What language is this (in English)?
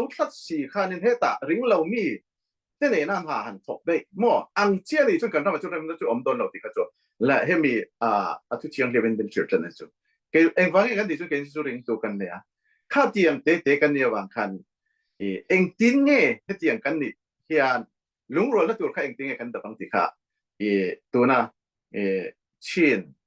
Falam Chin